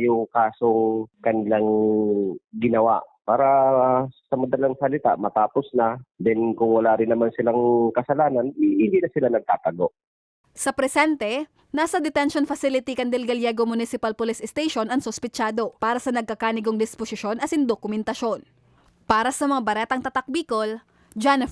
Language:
Bikol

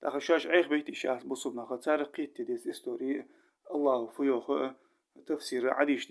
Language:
Ingush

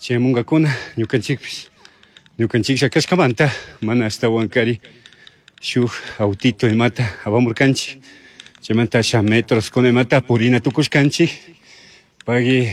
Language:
Chimborazo Highland Quichua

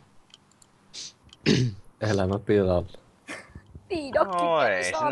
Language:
Finnish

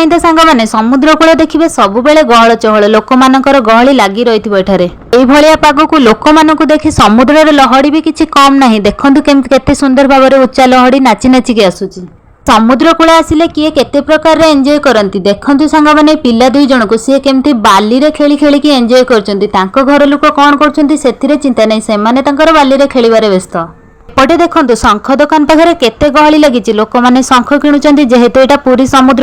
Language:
Odia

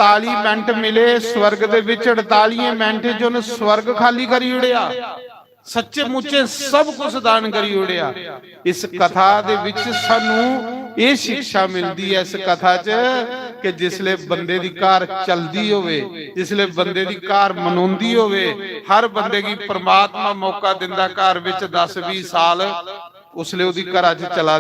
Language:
Dogri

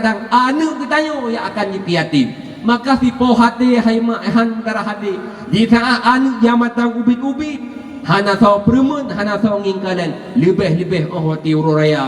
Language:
Achinese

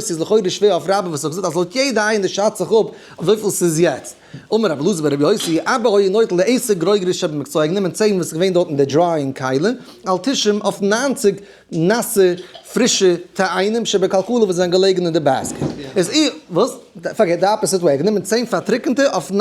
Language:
Yiddish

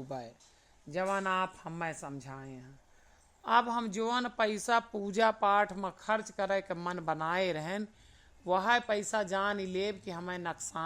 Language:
Awadhi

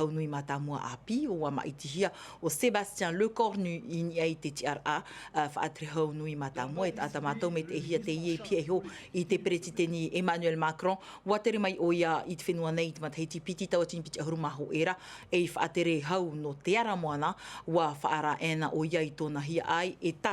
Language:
Tahitian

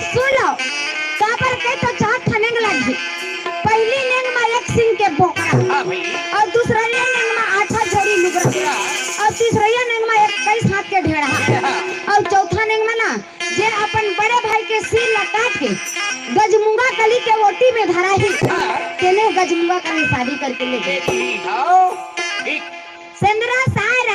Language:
Chhattisgarhi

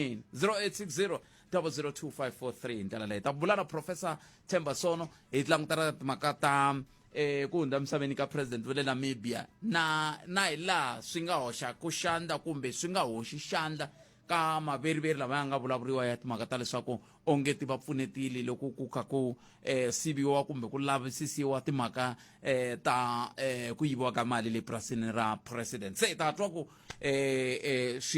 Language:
Tsonga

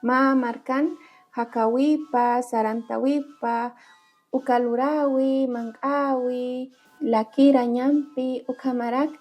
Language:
Aymara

